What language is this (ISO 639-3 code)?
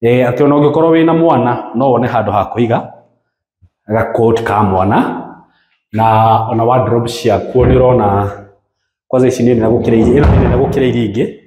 kik